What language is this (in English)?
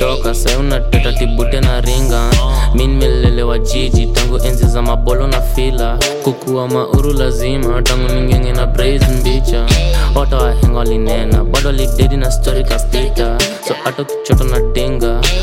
Swahili